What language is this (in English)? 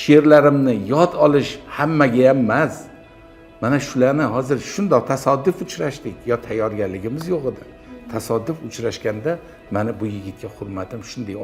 Uzbek